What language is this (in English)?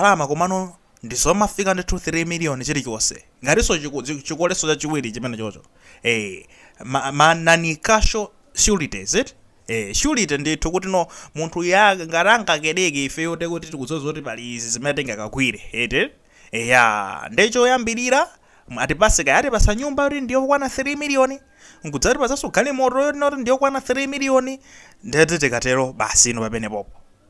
Nyanja